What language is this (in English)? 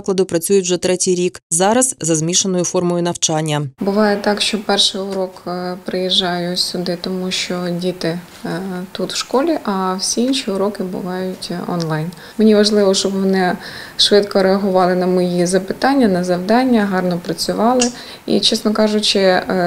Ukrainian